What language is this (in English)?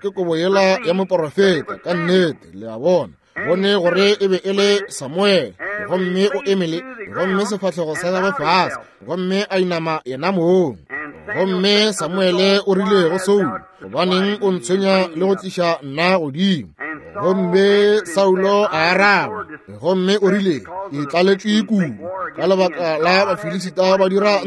Northern Sotho